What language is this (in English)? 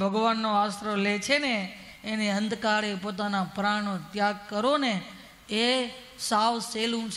Gujarati